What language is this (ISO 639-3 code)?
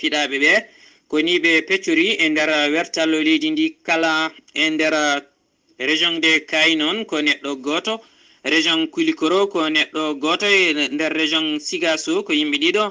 ful